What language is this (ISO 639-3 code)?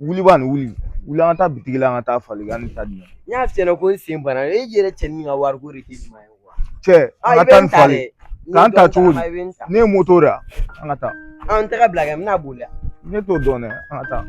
bam